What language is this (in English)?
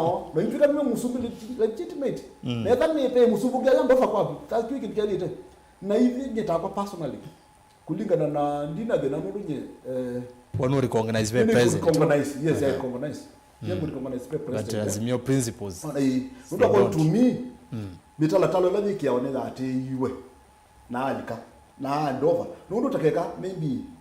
Kamba